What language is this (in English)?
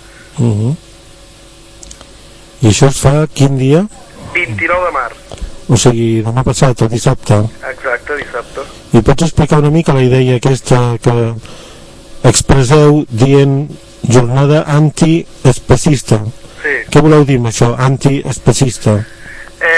Catalan